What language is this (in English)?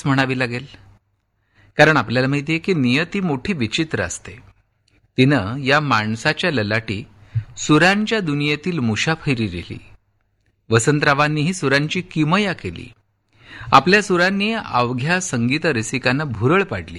Marathi